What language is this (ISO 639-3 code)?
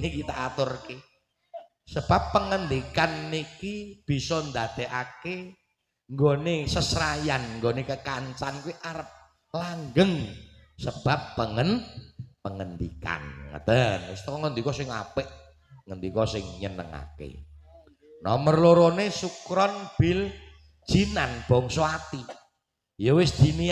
jav